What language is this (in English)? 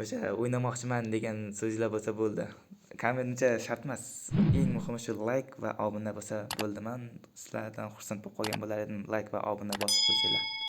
Uzbek